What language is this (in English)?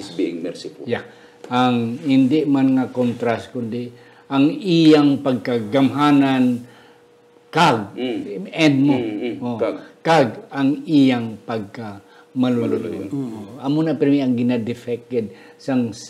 Hiligaynon